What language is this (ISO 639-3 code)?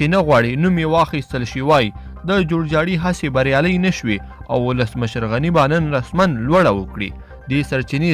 pus